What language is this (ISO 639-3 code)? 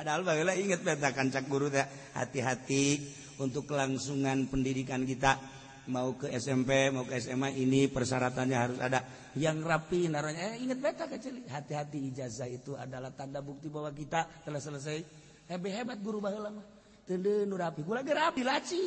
sun